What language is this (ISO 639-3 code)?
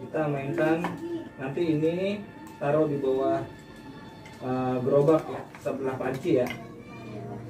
bew